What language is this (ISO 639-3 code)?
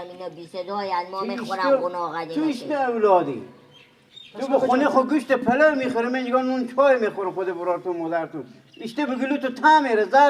fas